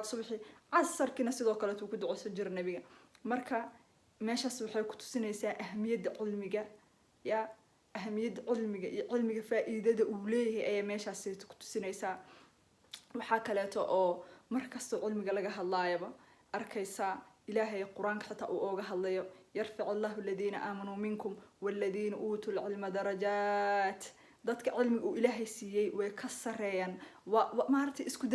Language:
Somali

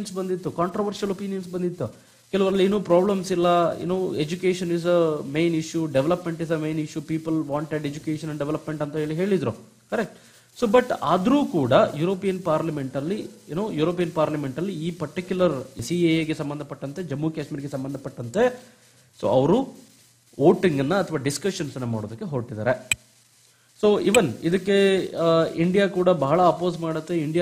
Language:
Kannada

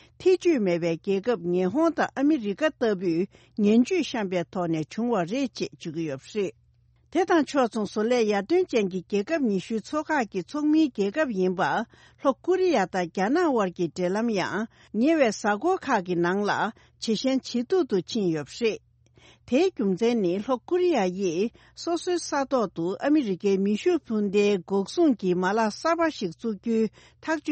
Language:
Tibetan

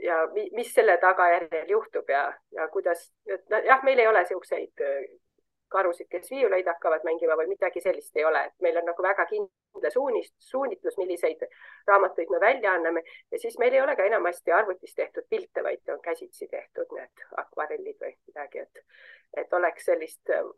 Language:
Estonian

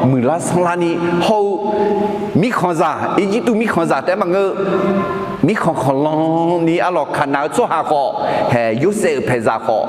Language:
Akha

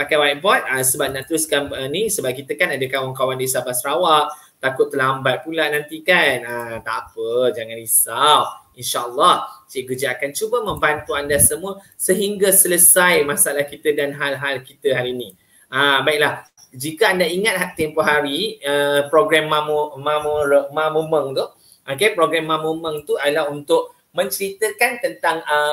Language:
Malay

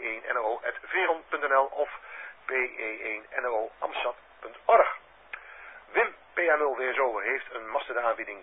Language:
Dutch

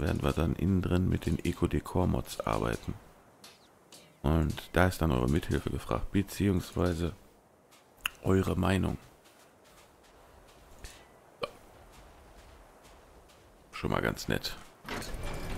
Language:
German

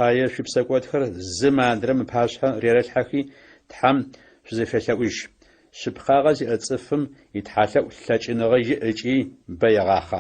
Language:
Adyghe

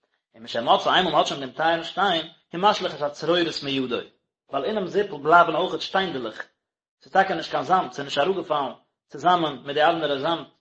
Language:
Yiddish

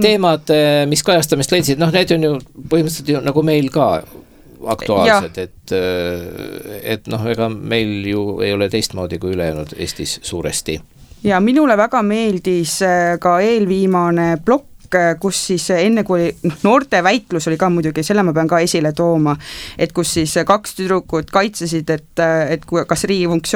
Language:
Estonian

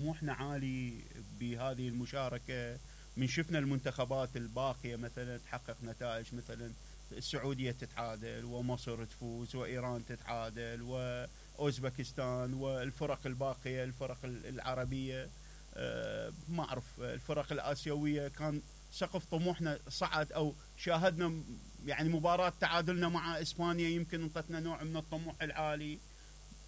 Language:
Mesopotamian Arabic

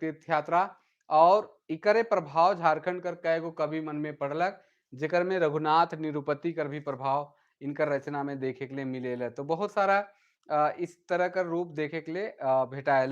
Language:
Sadri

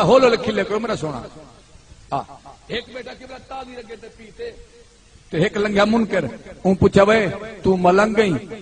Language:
Saraiki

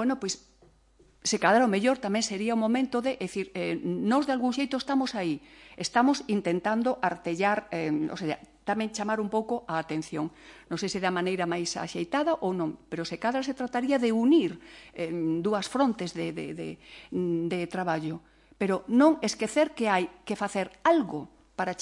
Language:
Galician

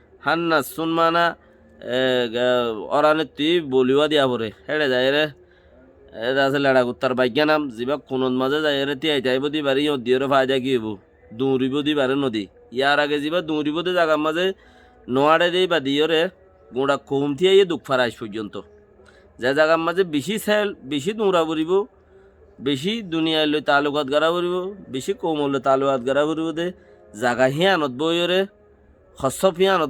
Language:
Rohingya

